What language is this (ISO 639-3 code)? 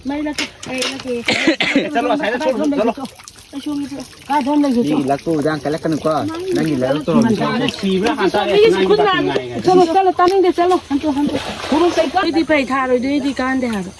mni